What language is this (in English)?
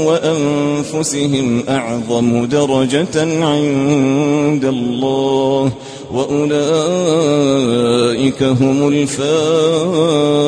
Arabic